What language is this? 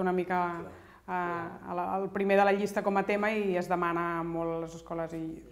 Catalan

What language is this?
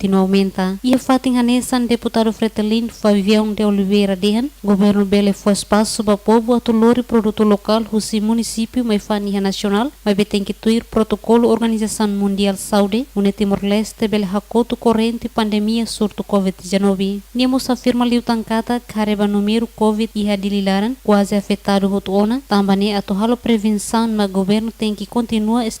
Tetum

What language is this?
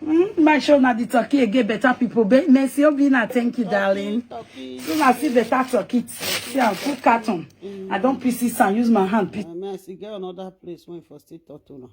Nigerian Pidgin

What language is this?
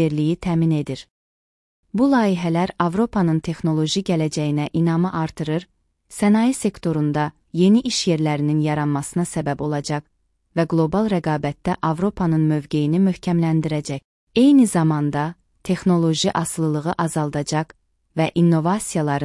Azerbaijani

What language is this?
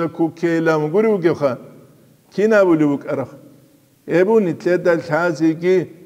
Avaric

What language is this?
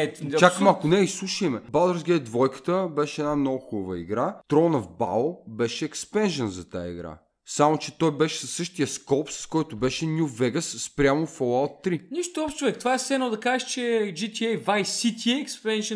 Bulgarian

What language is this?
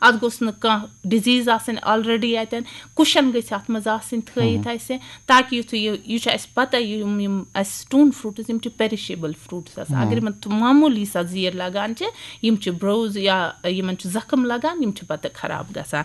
Kashmiri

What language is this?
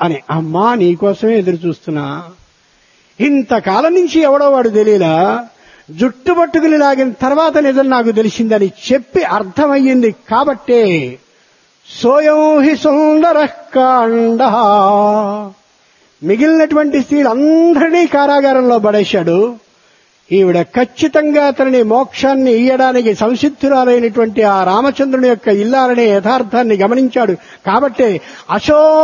Telugu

